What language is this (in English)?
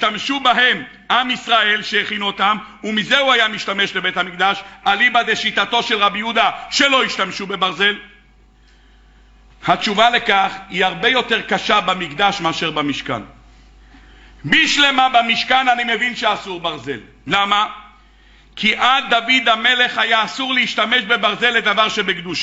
Hebrew